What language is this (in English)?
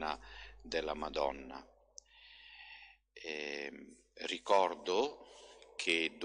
Italian